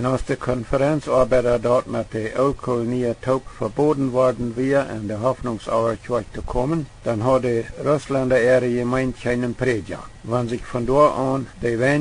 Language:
Plautdietsch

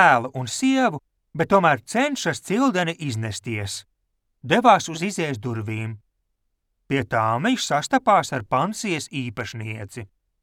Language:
Latvian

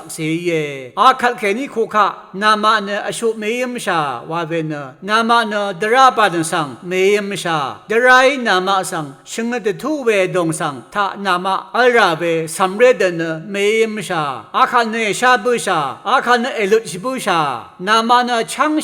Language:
Rawang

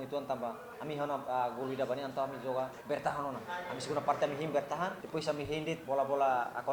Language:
Tetum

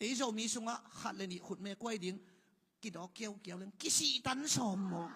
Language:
Tedim Chin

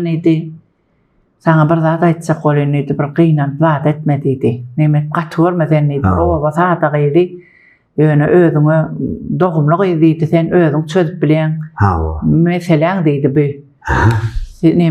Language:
Turkmen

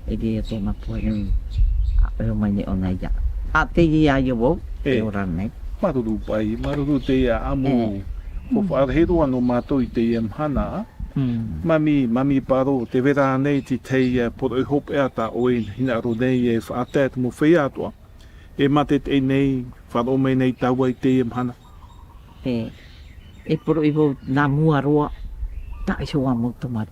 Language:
Tahitian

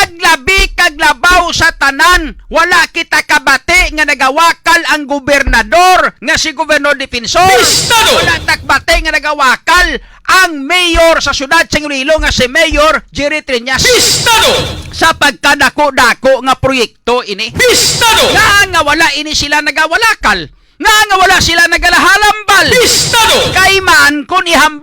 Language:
Hiligaynon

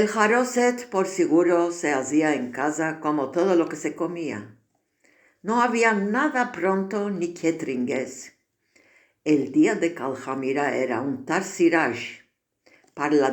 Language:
Ladino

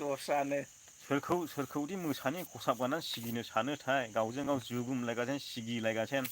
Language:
Bodo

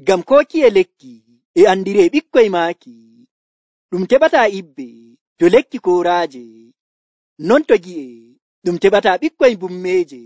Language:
Nigerian Fulfulde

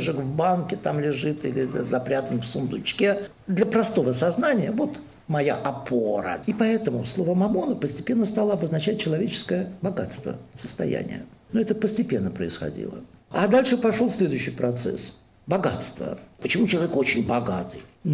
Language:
Russian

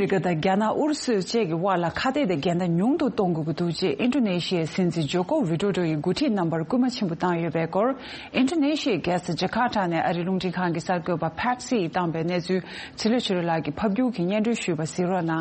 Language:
Tibetan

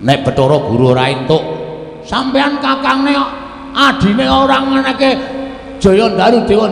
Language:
Javanese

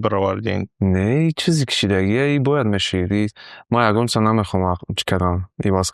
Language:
Tajik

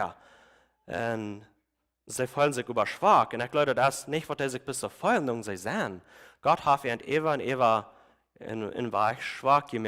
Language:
Plautdietsch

